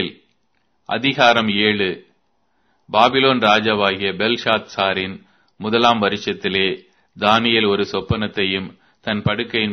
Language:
Tamil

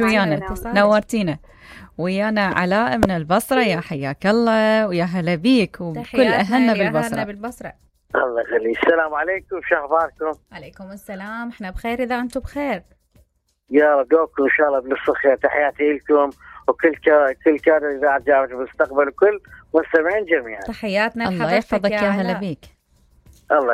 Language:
Mesopotamian Arabic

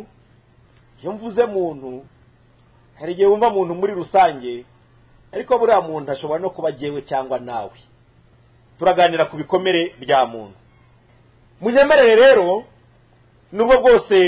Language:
Kinyarwanda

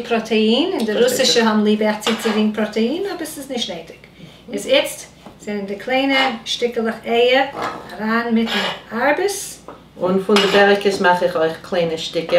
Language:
Yiddish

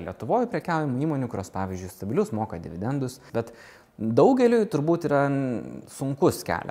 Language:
Lithuanian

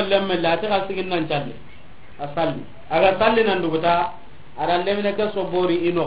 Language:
Soninke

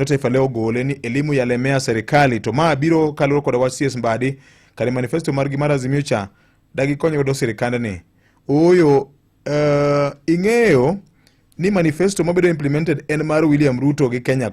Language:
Luo (Kenya and Tanzania)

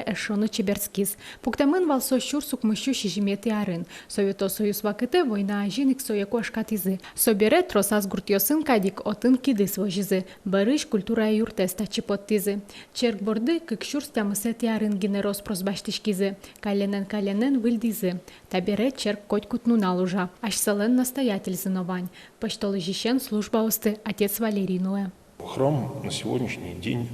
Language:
Udmurt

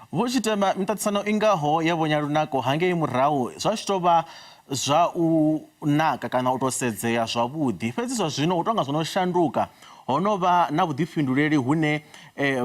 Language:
Venda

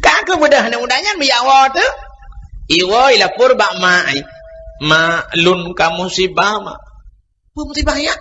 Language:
Achinese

